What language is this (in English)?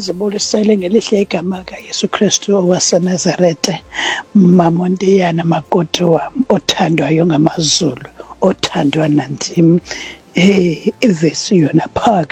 Xhosa